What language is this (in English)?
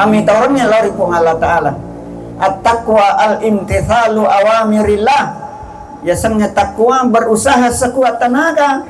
Buginese